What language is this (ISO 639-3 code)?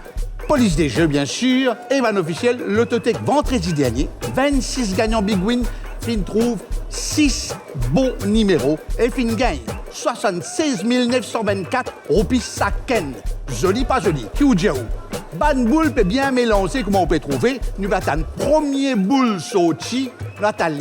mfe